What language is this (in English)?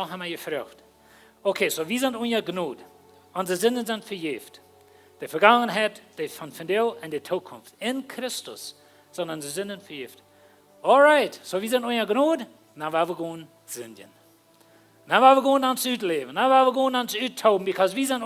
Plautdietsch